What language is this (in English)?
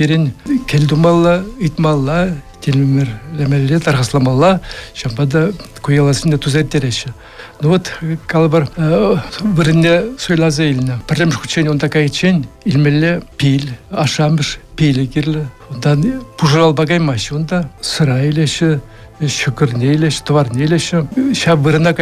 Chuvash